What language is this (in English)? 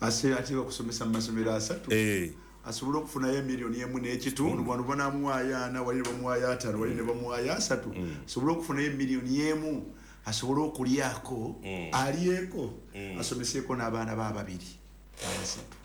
Ganda